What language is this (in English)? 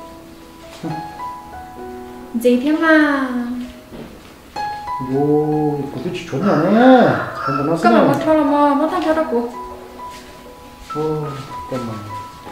Vietnamese